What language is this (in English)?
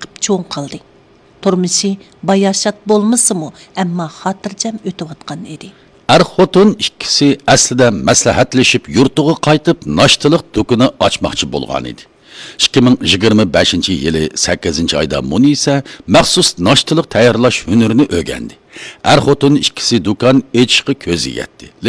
Uyghur